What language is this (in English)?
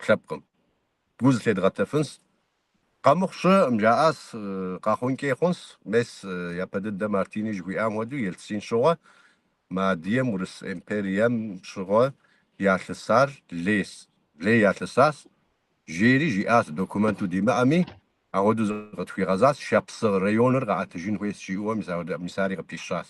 Kabardian